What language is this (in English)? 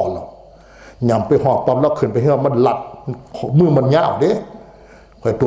Northeastern Thai